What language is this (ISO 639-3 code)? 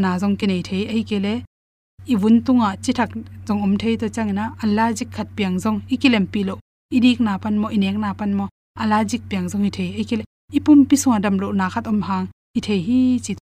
ctd